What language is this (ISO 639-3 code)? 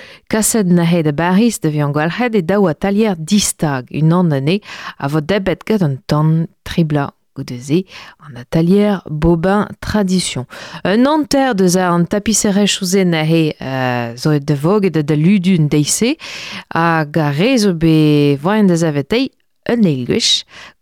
bre